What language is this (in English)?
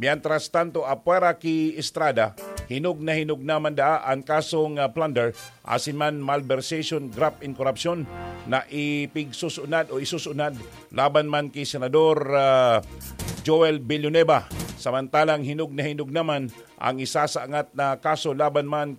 Bikol